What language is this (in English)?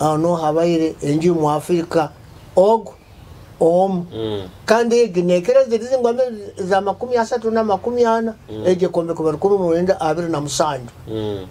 Nyoro